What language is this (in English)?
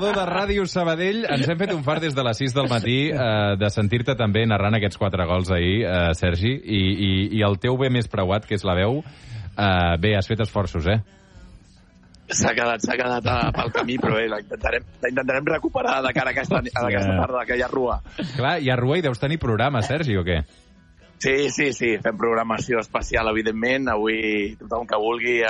Catalan